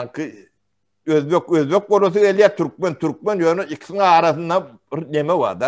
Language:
Turkmen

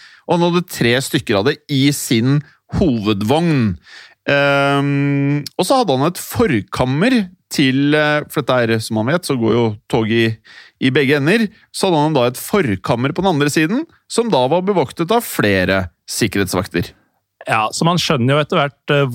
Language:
Norwegian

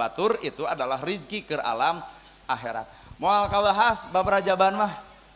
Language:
Sundanese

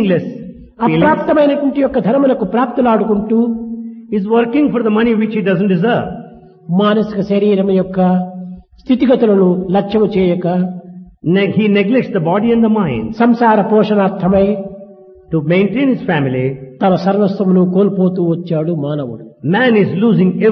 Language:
Telugu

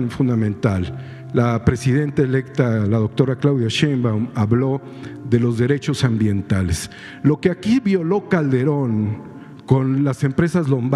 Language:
Spanish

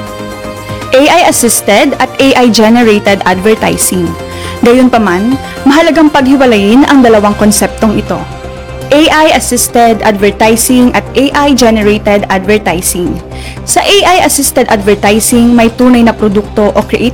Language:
Filipino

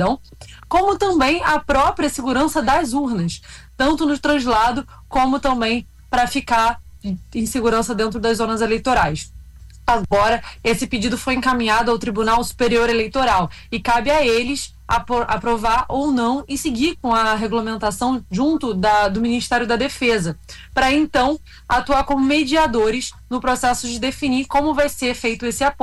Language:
Portuguese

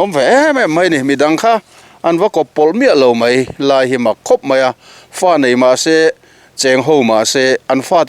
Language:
Mizo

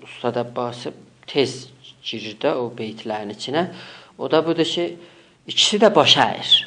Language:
South Azerbaijani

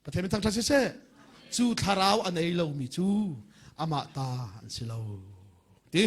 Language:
Hakha Chin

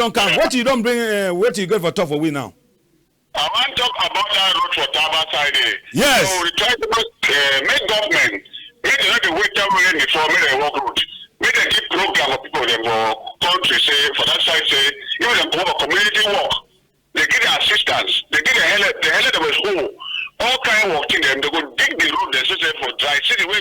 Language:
Cameroon Pidgin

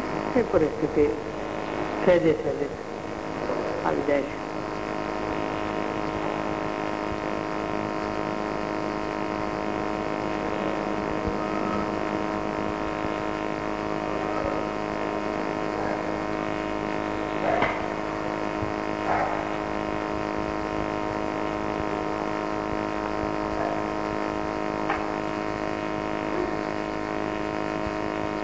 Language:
Gujarati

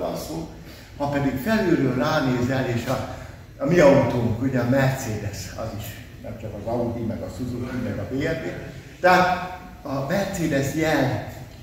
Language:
Hungarian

